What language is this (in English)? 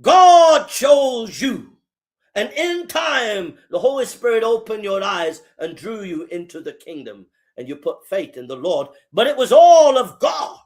English